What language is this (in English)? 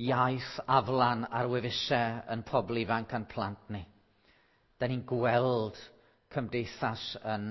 Welsh